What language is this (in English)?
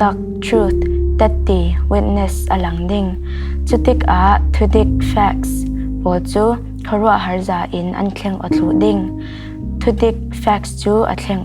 Falam Chin